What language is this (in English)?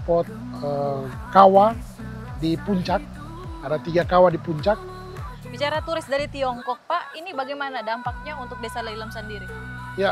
Manado Malay